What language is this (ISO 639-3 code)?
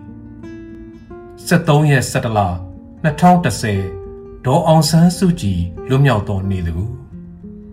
mya